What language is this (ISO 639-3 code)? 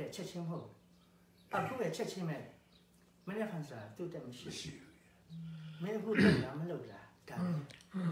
mya